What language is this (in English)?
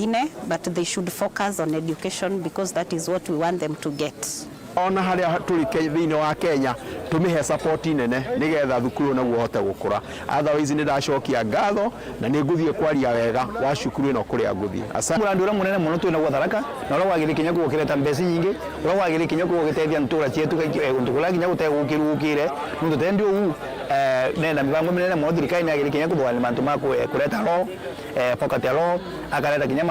Meru